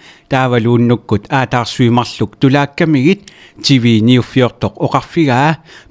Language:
Kalaallisut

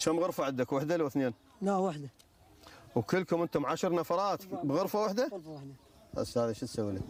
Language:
Mesopotamian Arabic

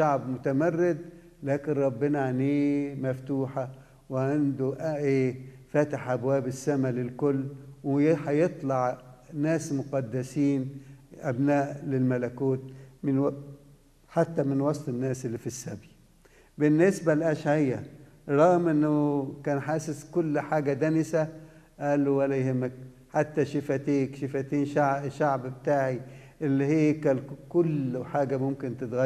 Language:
Egyptian Arabic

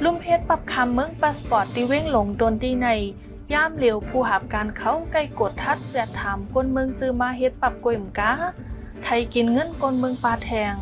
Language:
Shan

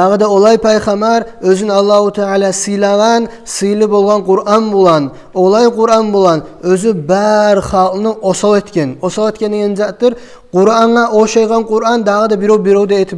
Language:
Kumyk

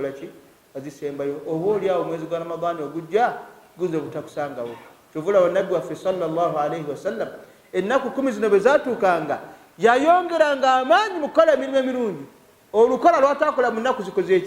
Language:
Ganda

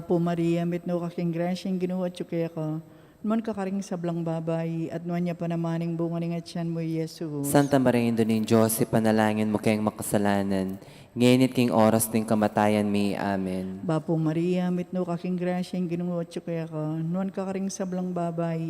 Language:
Pampanga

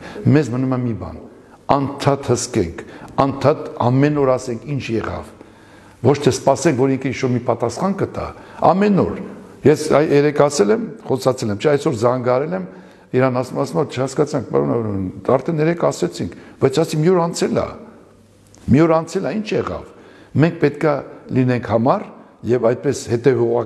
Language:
Armenian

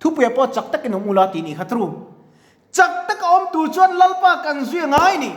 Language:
Mizo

